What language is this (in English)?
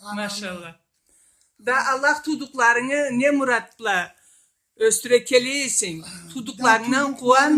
Karachay-Balkar